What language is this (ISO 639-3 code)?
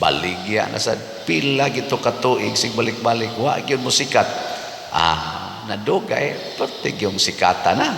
ceb